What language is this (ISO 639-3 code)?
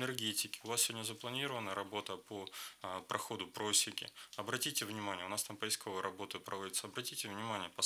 rus